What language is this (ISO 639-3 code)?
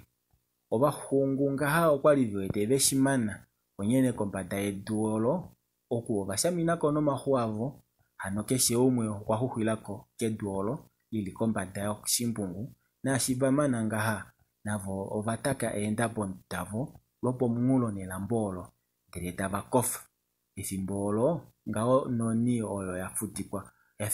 kua